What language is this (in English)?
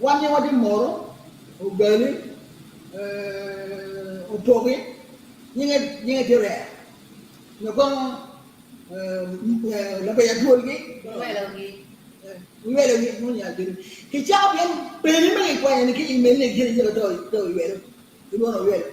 Acoli